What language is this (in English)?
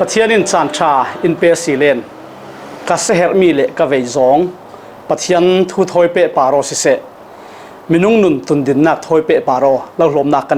Falam Chin